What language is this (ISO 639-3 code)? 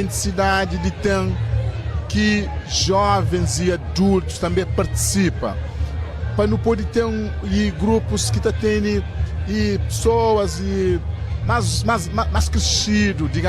kea